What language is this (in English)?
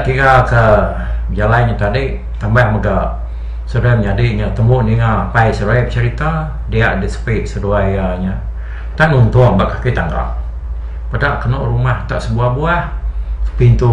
Iban